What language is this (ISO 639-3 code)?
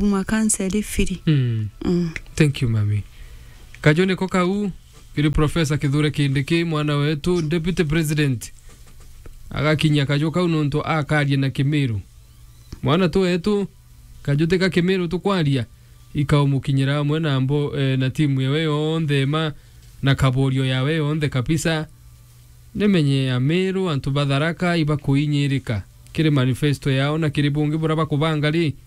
mer